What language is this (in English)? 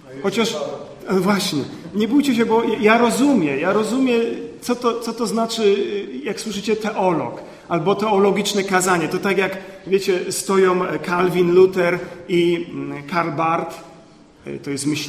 Polish